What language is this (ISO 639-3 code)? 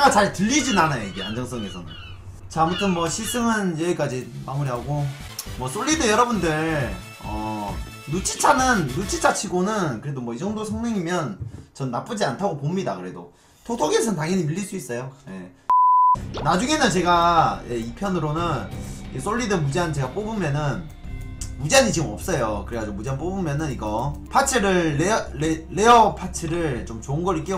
kor